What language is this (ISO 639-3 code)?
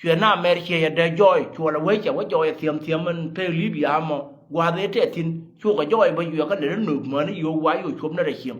nus